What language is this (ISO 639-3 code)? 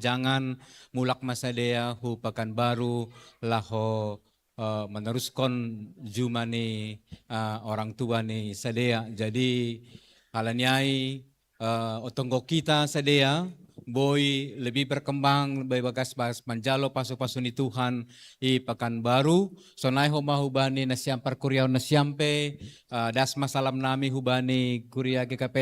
bts